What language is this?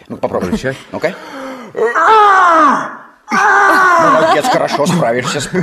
Russian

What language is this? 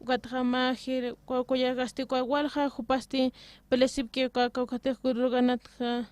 Aymara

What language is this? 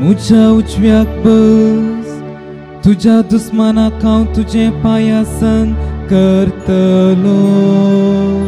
Konkani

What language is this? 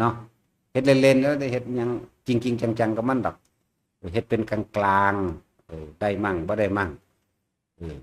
Northeastern Thai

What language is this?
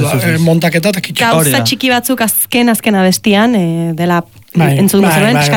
Basque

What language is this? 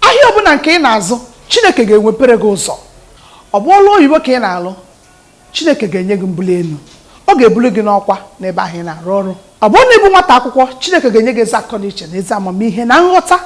Igbo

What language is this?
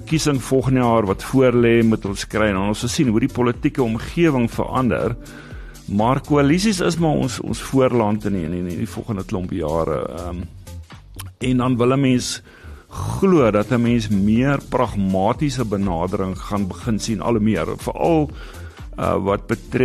Afrikaans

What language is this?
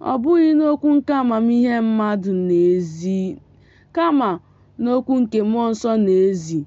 Igbo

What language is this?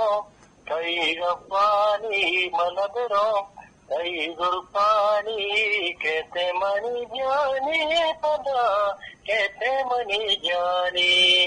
Eastern Balochi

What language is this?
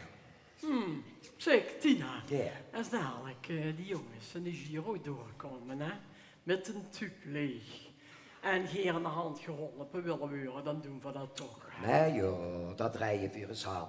Limburgish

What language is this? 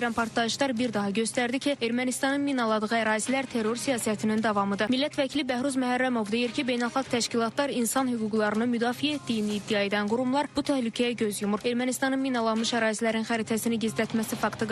Azerbaijani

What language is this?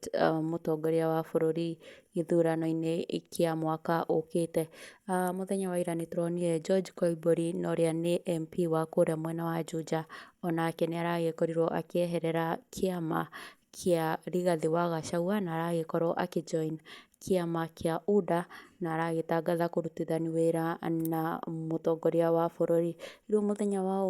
Kikuyu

